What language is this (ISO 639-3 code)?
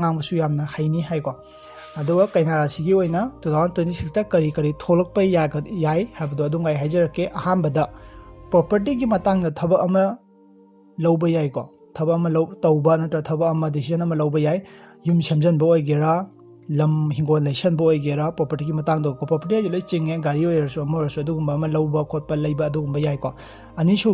mni